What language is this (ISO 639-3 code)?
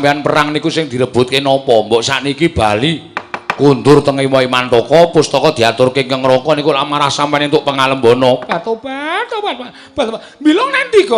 jav